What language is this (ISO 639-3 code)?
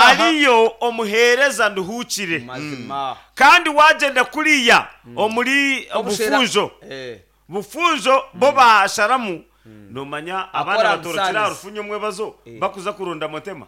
nyn